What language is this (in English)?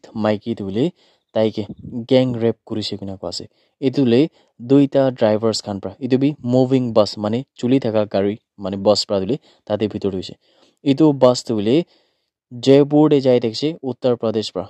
Naga Pidgin